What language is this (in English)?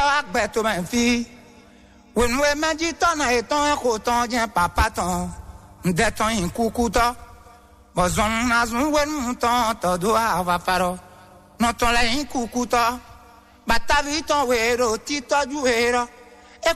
Fon